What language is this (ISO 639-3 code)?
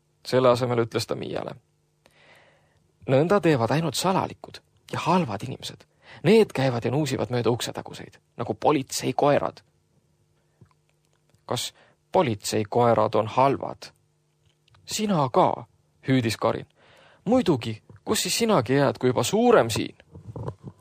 est